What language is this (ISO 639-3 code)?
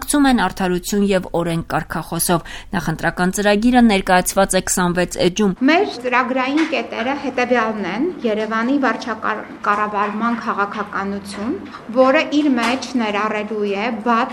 hye